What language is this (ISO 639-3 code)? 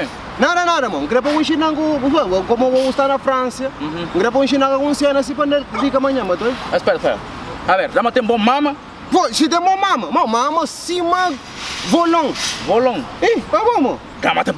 kea